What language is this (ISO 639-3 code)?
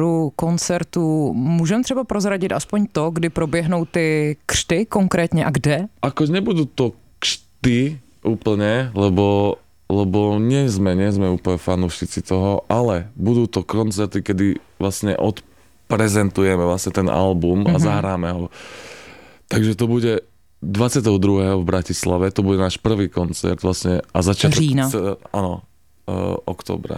slk